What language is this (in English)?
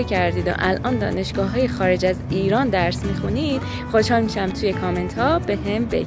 Persian